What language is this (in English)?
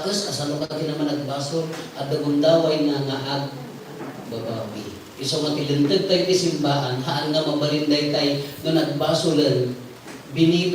Iloko